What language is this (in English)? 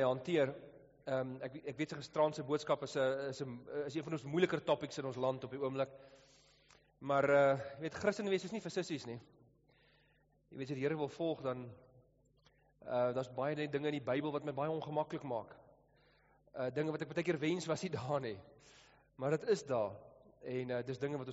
Afrikaans